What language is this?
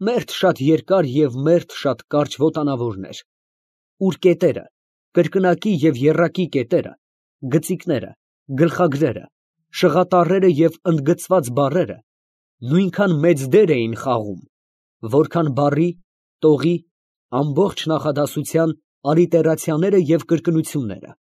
Armenian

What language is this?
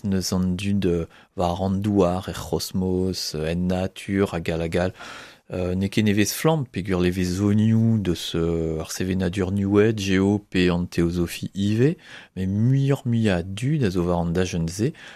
Breton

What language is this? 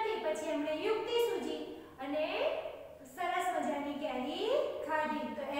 Gujarati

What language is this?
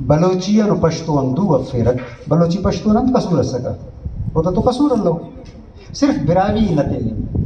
Brahui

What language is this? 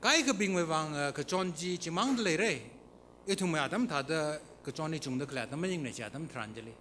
Tangkhul Naga (India)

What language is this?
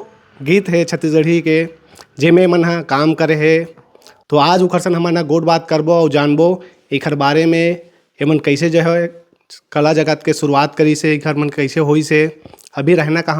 Chhattisgarhi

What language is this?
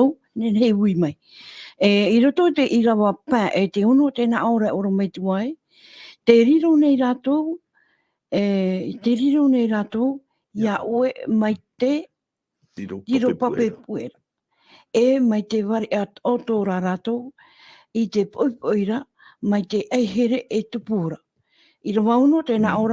Tahitian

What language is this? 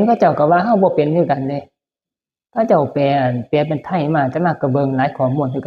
Northeastern Thai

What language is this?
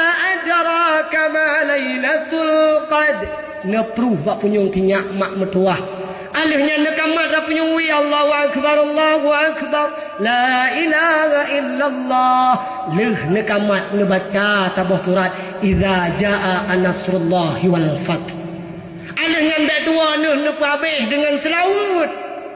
Achinese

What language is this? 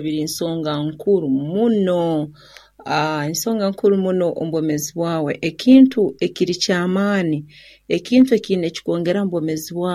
Nyoro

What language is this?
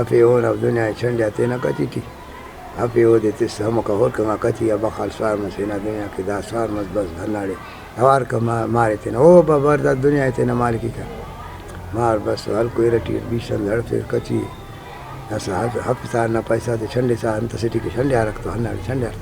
Brahui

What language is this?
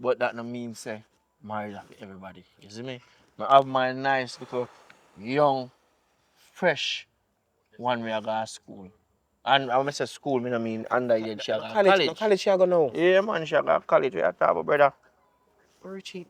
Jamaican Creole English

